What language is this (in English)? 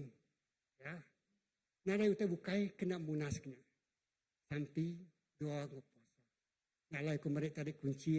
Iban